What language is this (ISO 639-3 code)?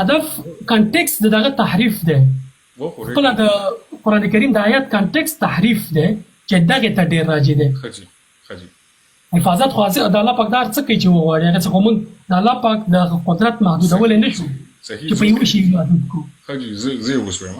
pus